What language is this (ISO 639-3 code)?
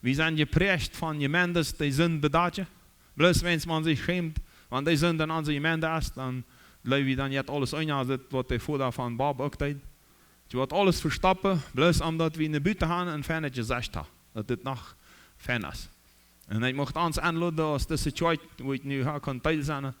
pdt